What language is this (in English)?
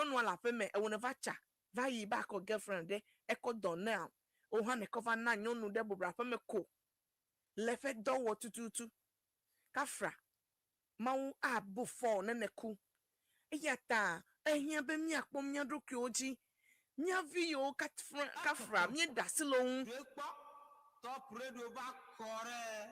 Ewe